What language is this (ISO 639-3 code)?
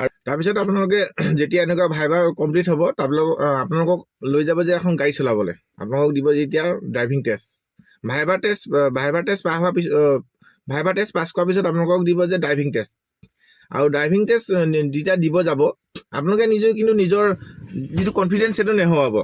asm